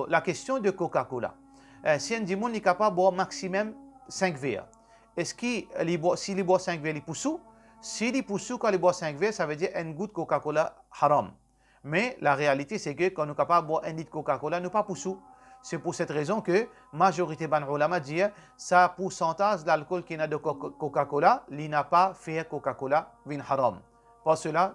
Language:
Morisyen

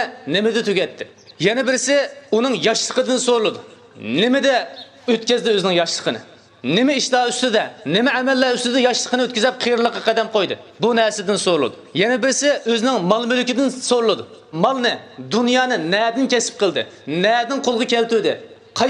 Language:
Uyghur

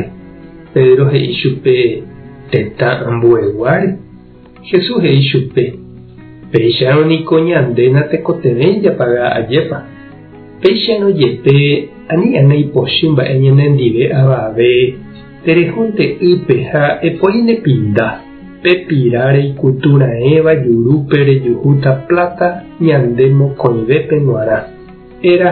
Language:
Guarani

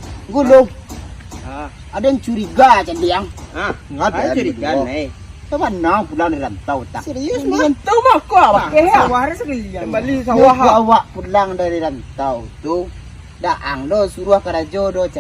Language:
Minangkabau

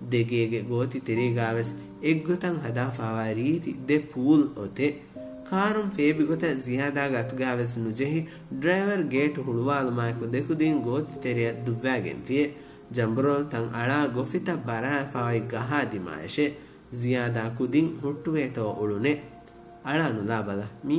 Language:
Divehi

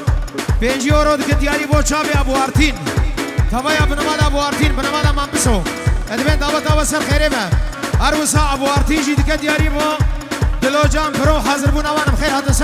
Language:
Kurdish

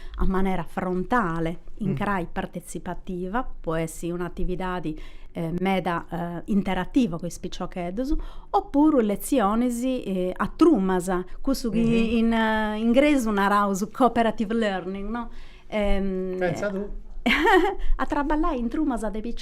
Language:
Sardinian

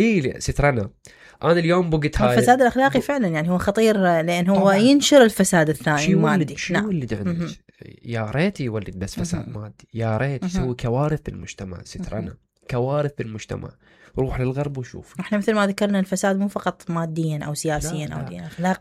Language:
Mesopotamian Arabic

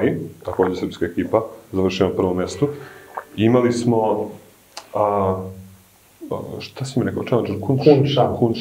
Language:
Serbian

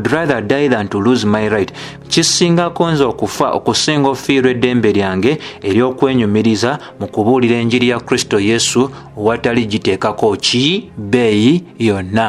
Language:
Ganda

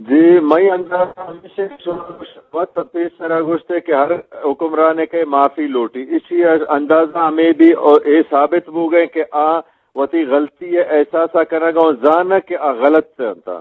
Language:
Eastern Balochi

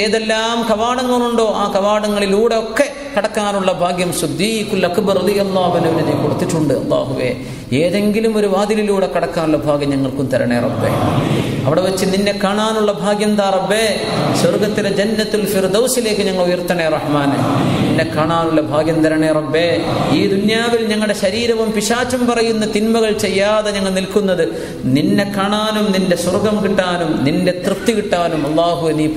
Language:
Malayalam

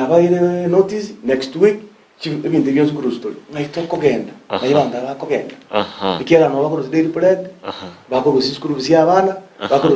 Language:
Gusii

